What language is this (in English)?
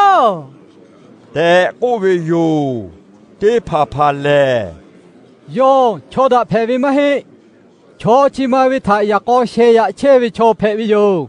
Lahu